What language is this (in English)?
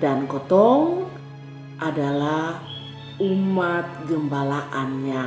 Kupang Malay